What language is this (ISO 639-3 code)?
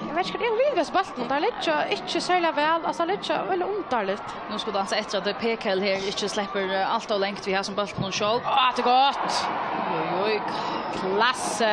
fao